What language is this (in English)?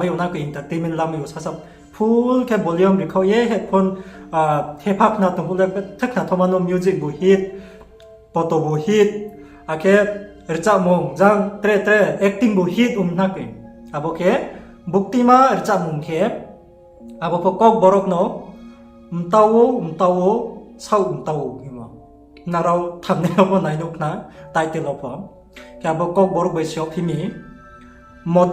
Riang (India)